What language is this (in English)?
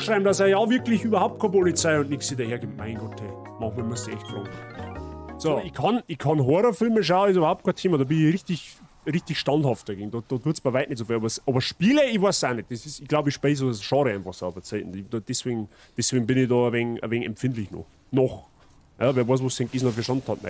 Bavarian